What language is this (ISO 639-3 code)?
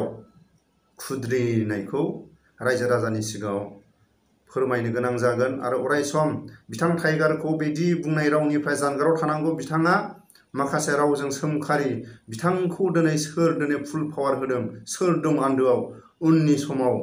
brx